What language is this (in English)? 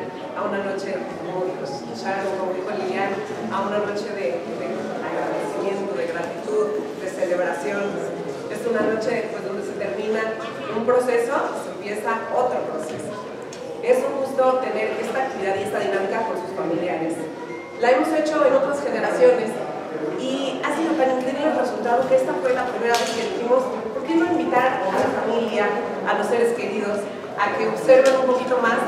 Spanish